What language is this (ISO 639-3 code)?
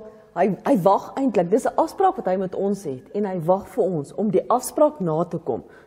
afr